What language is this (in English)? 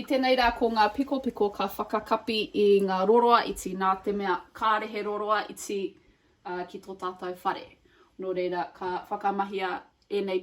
Māori